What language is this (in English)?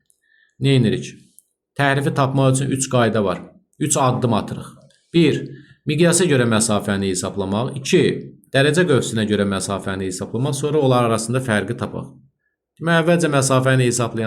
Azerbaijani